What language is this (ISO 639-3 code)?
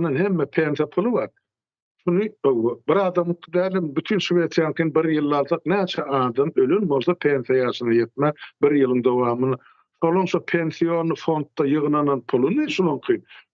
tuk